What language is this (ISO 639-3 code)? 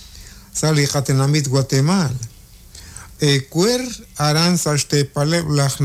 kek